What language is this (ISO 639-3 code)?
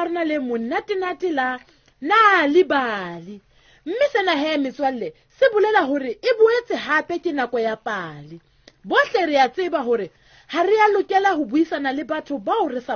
sot